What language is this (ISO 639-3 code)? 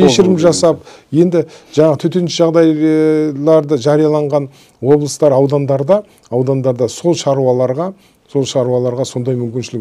kaz